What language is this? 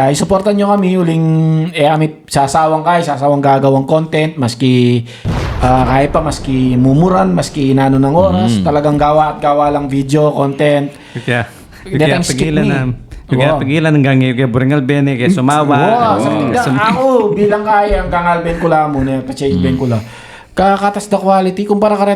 Pampanga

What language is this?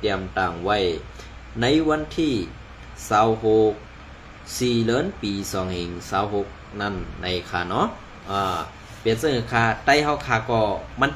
Shan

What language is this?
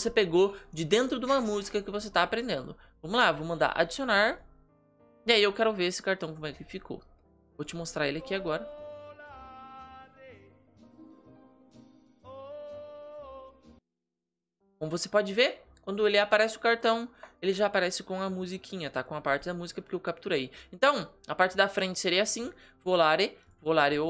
Portuguese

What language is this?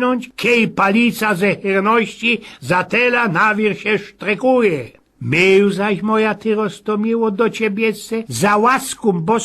Silesian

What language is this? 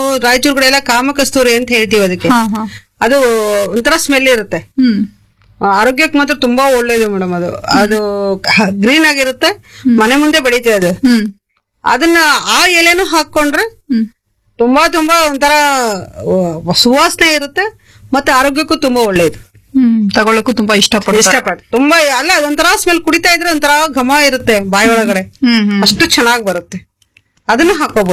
Kannada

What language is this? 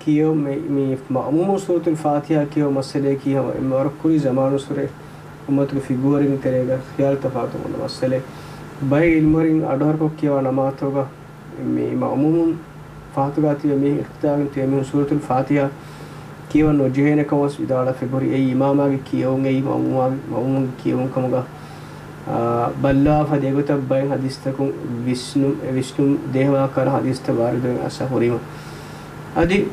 Divehi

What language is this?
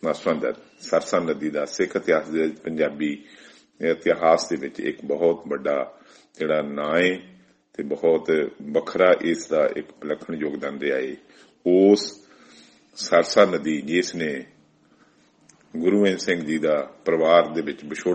Punjabi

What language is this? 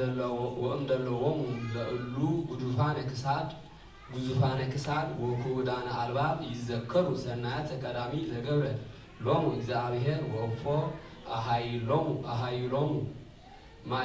Geez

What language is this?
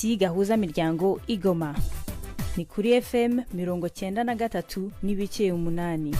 Rundi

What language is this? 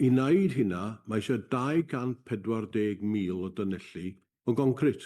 Welsh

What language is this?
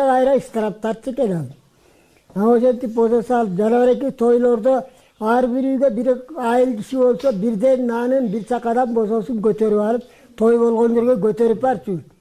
Kyrgyz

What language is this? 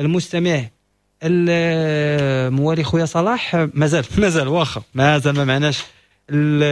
Moroccan Arabic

